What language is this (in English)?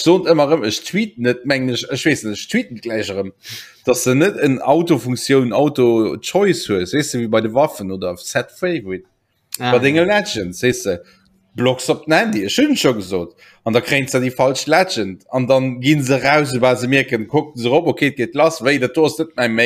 Luxembourgish